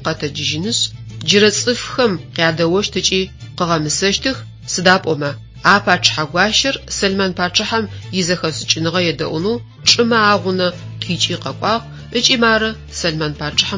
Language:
Adyghe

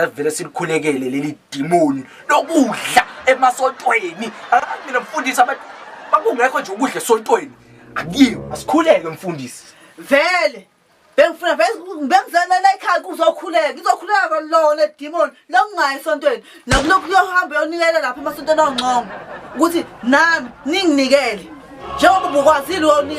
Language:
Zulu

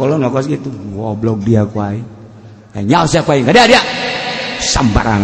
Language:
Sundanese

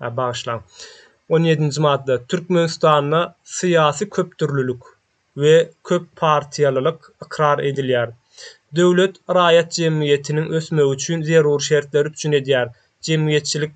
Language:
Turkmen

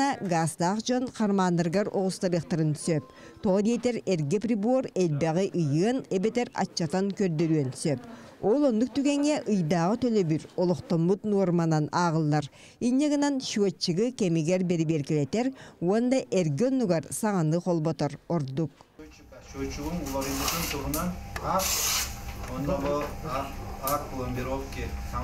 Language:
Yakut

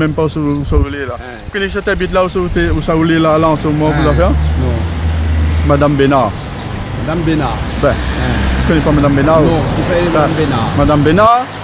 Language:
Réunion Creole French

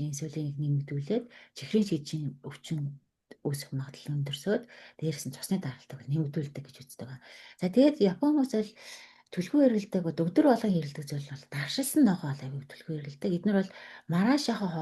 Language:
Mongolian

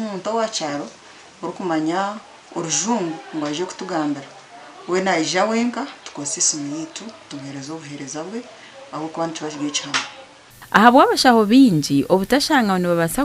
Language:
Nyankole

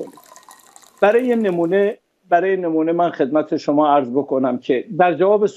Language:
Persian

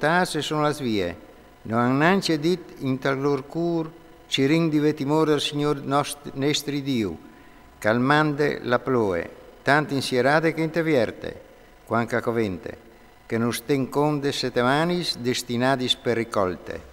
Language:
Friulian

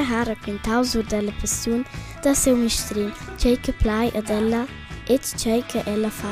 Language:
Romansh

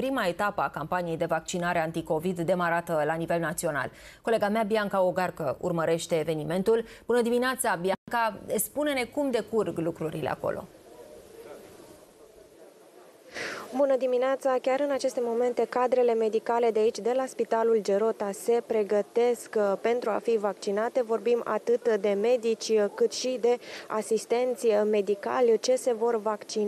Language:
Romanian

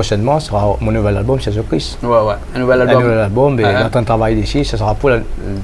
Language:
Réunion Creole French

